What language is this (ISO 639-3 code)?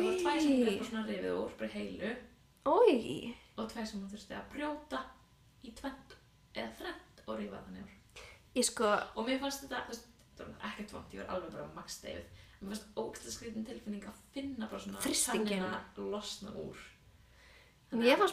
isl